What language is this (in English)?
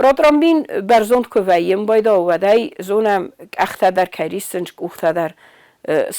Ossetic